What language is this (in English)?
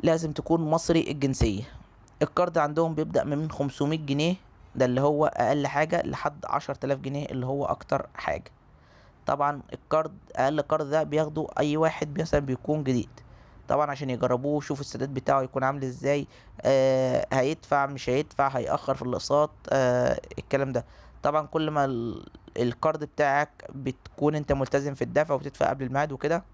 Egyptian Arabic